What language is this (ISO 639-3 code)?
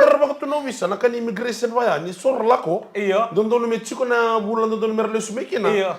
fij